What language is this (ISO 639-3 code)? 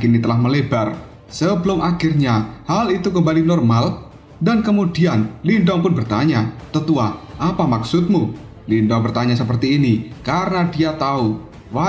ind